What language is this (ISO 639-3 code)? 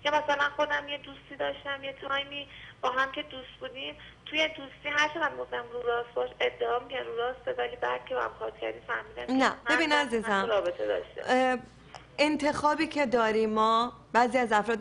fas